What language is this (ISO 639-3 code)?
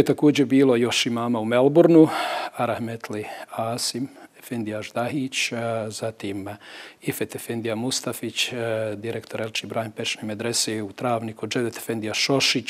bos